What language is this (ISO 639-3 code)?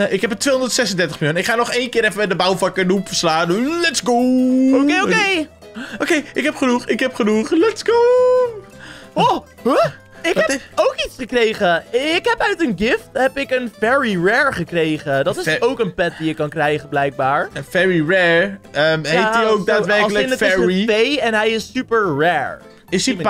nld